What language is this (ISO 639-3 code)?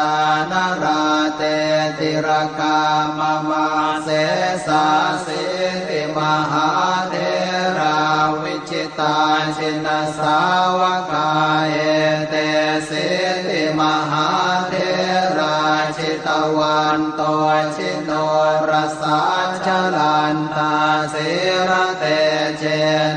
pli